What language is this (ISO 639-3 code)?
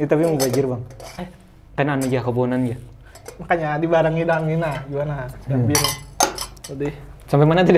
bjn